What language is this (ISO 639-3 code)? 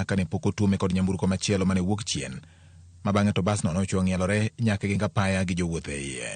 luo